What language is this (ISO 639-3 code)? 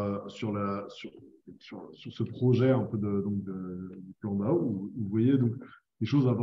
fra